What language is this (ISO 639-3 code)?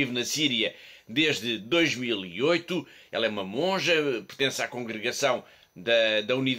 por